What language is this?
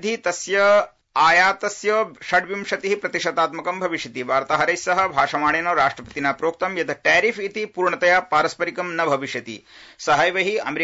Sanskrit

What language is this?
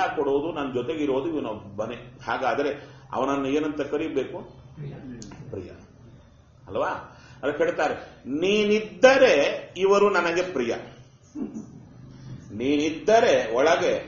Kannada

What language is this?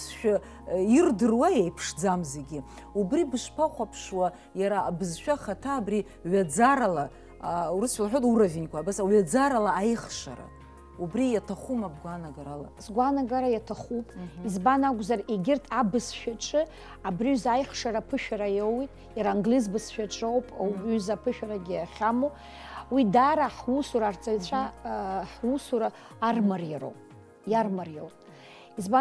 Abkhazian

